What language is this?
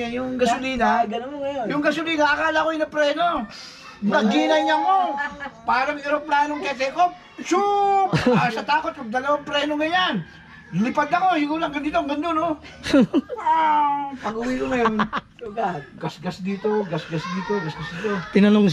Filipino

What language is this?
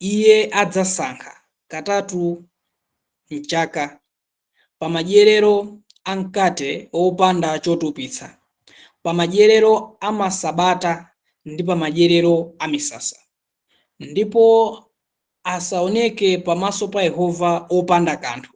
Nyanja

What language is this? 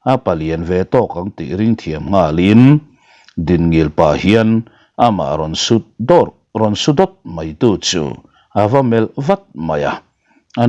Mizo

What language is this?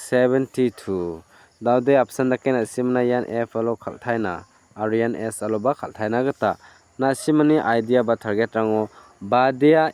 Garo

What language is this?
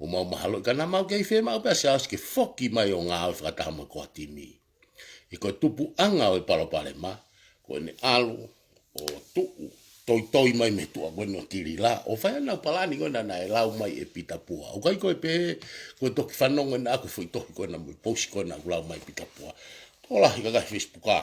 Tongan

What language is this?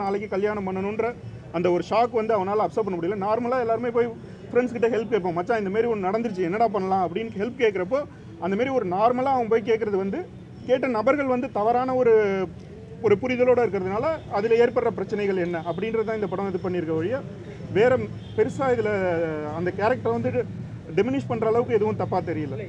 Tamil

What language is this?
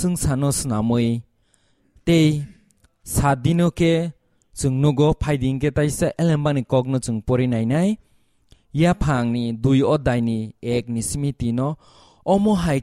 Kok Borok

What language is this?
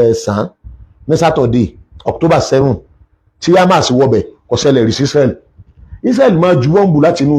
Yoruba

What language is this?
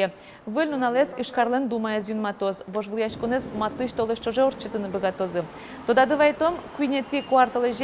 Udmurt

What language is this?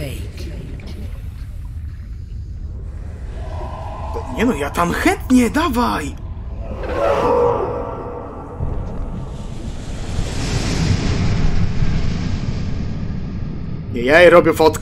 Polish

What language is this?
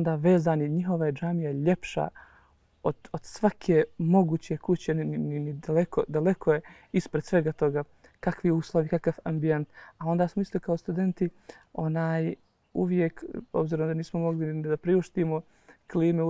Bosnian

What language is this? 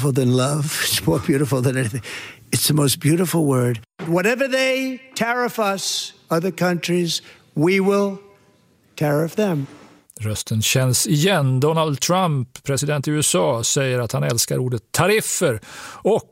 Swedish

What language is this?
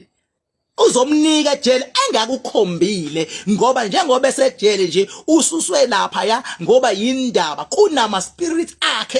Zulu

